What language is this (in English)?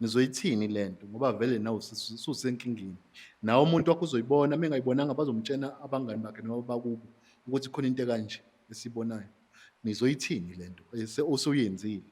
Zulu